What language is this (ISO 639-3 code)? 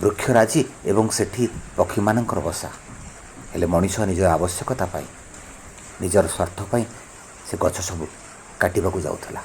ori